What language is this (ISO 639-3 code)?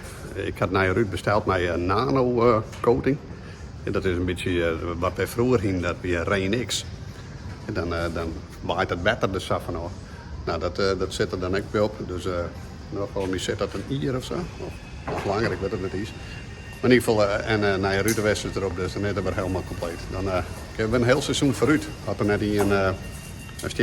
fry